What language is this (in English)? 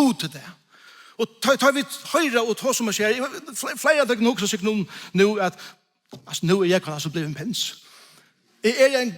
Faroese